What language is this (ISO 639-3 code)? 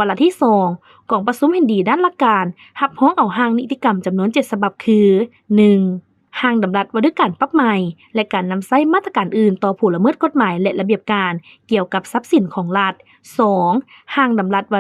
lao